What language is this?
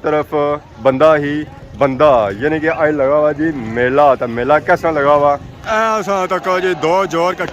Pahari-Potwari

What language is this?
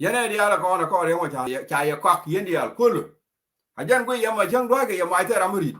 Nuer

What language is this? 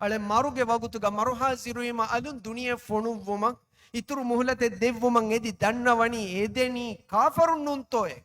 Divehi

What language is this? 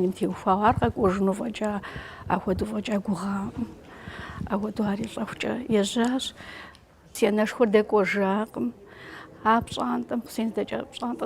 Kabardian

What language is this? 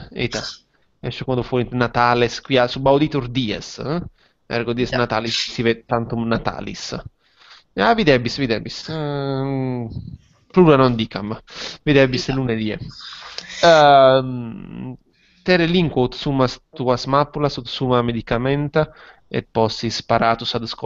Latin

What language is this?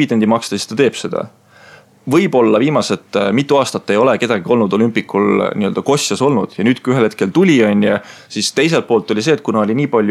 Estonian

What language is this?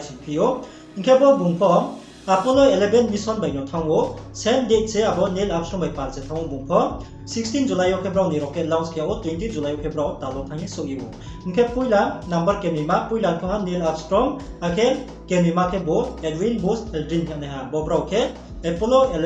Riang (India)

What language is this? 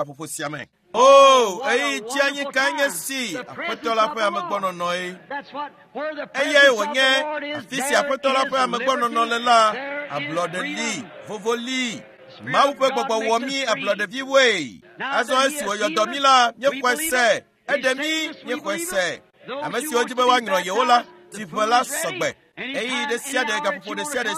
Ewe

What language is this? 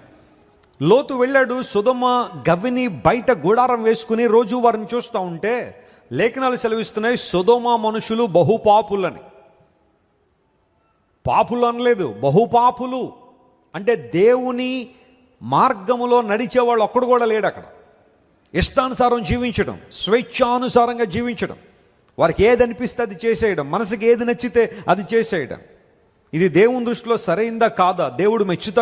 Telugu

